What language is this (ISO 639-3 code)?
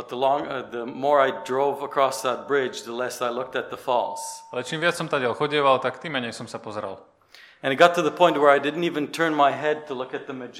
slk